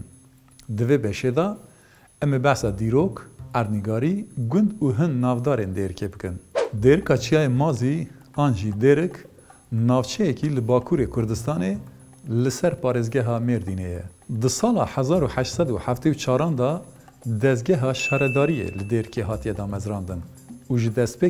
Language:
Kurdish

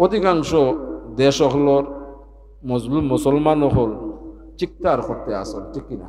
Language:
Sylheti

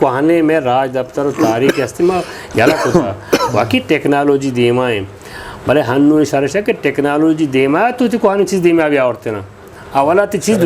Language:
Eastern Balochi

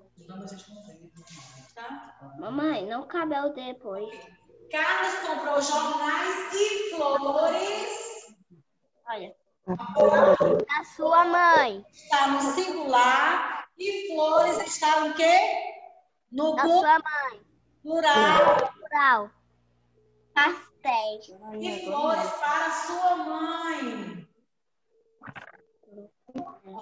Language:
Portuguese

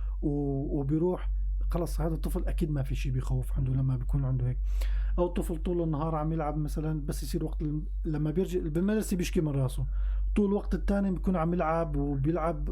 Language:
North Levantine Arabic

